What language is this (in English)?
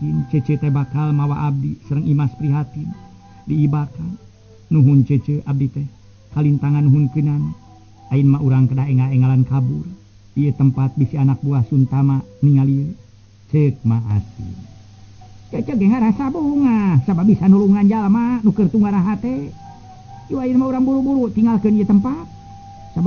Sundanese